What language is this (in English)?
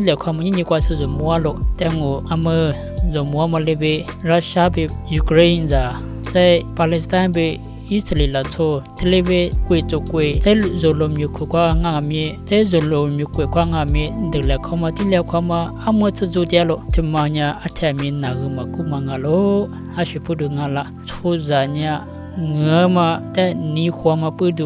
Lisu